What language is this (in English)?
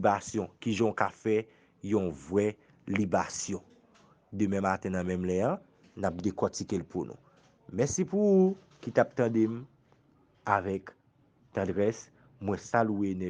Haitian Creole